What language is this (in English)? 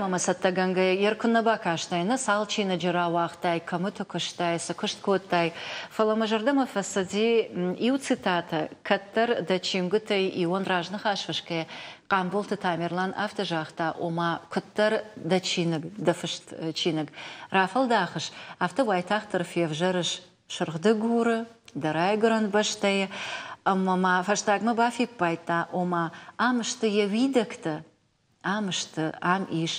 Ossetic